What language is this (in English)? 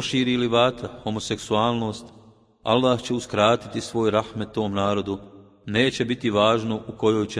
Bosnian